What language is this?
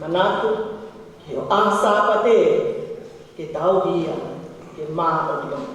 Tongan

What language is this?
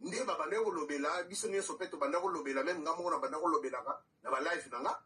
Lingala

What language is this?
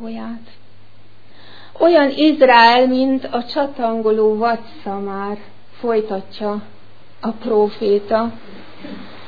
Hungarian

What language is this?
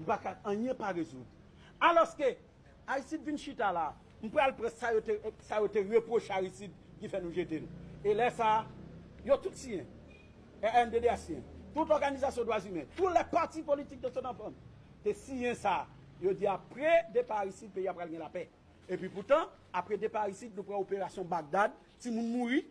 Haitian Creole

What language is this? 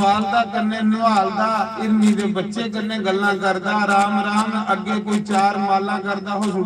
Dogri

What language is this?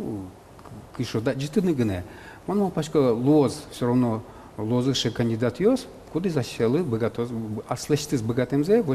Udmurt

